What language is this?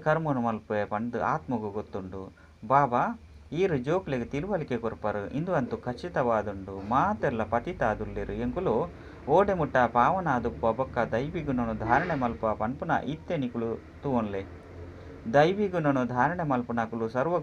Tulu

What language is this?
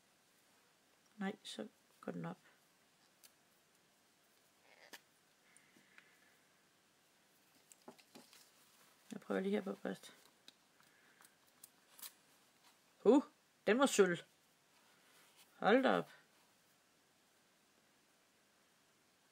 Danish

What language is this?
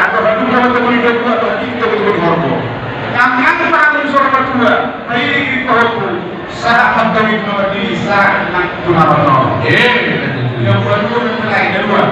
Batak Toba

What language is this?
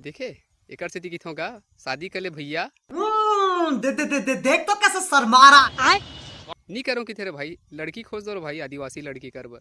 Chhattisgarhi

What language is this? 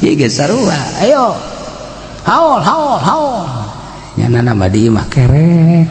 Sundanese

